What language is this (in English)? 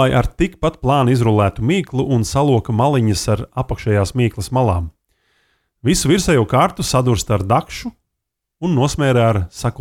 Latvian